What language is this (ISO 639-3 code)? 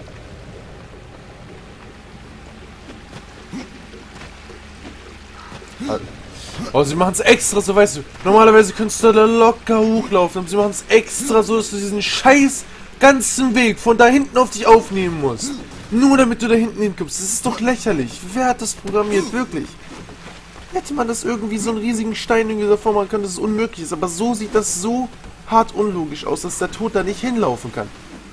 deu